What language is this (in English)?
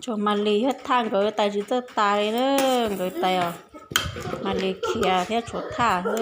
Hmong